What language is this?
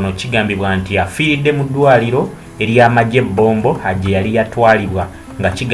Ganda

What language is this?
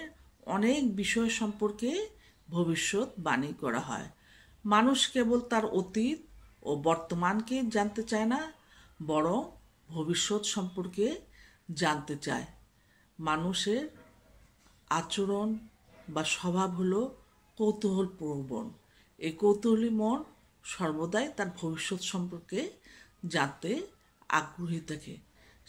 Bangla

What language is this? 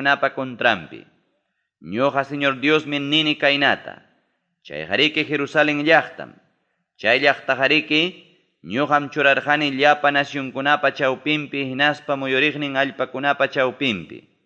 Ayacucho Quechua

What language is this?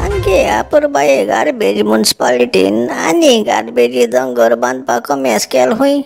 Konkani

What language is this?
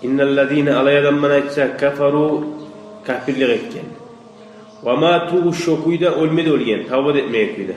Kumyk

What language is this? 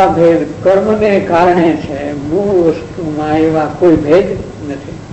Gujarati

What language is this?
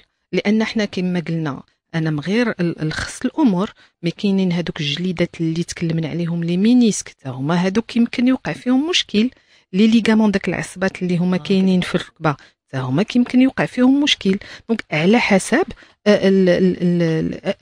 Moroccan Arabic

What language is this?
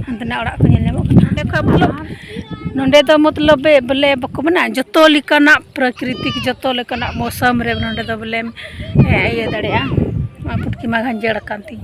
Santali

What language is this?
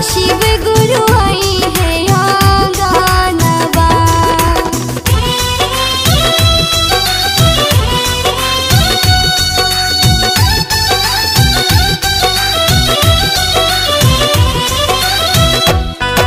Bhojpuri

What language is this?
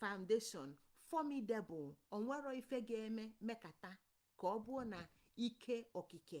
Igbo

